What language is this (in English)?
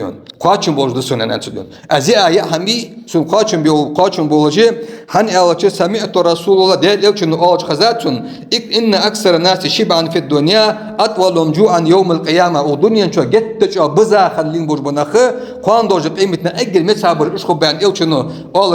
Ingush